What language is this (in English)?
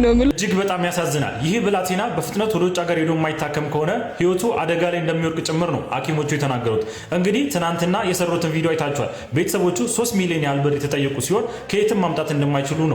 Amharic